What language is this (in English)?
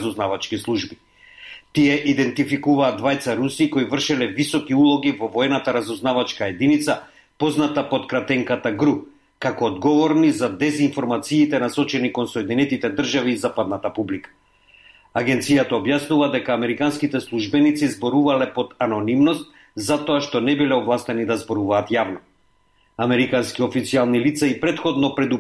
Macedonian